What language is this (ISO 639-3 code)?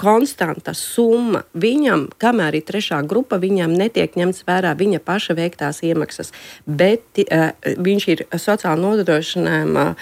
lav